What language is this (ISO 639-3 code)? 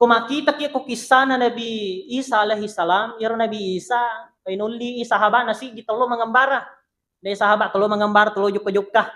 bug